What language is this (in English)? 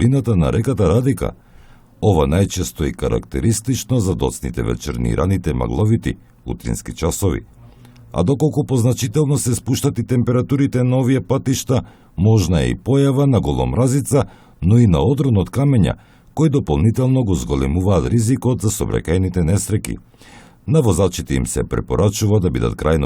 Macedonian